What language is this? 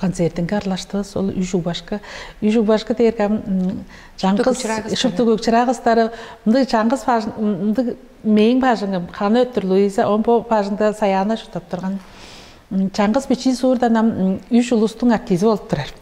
Tuvinian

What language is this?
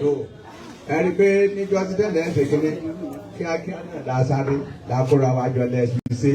Yoruba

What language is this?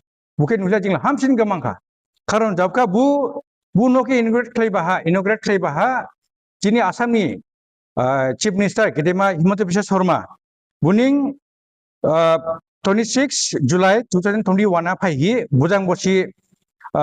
Dimasa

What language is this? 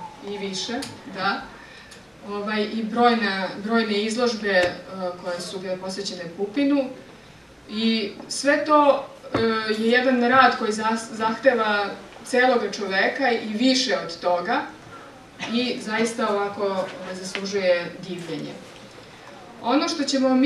Serbian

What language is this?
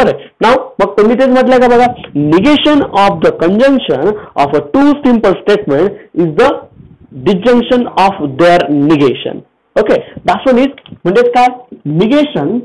Marathi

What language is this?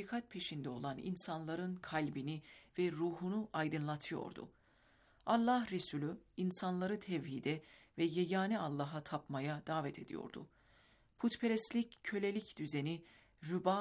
Turkish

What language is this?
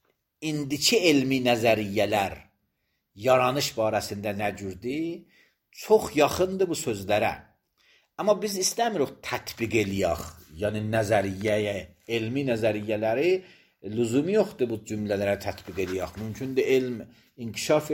Azerbaijani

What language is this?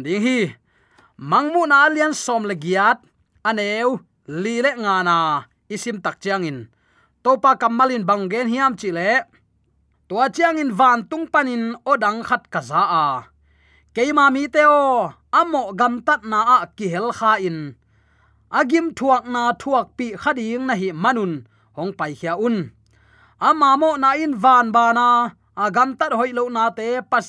Tedim Chin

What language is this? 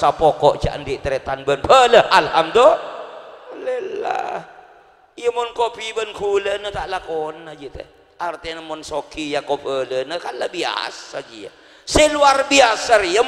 Madurese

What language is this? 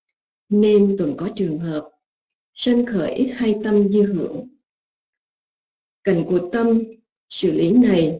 Vietnamese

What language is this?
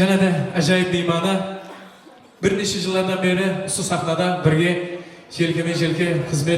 Kara-Kalpak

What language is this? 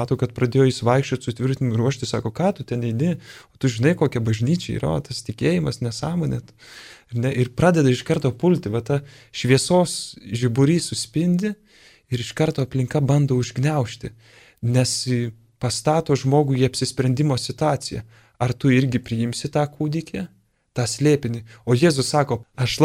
Lithuanian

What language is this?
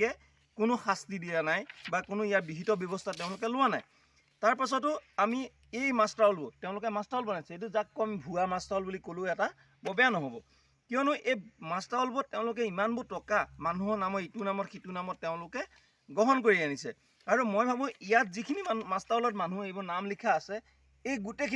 Assamese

